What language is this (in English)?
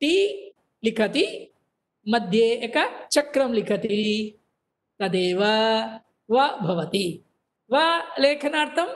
Sanskrit